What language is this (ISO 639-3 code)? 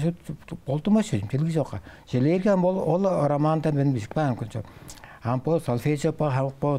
tyv